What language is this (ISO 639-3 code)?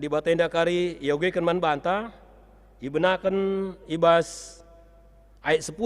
btx